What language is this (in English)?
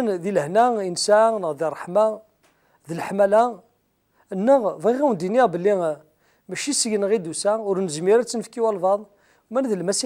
Kabyle